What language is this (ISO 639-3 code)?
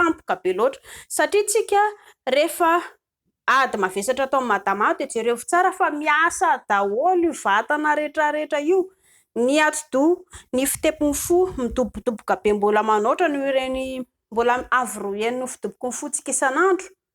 mlg